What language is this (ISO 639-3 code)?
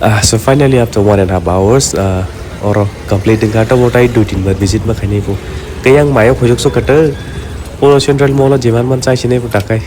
trp